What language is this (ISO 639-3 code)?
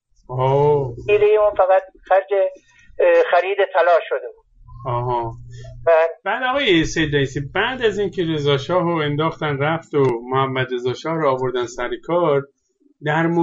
fas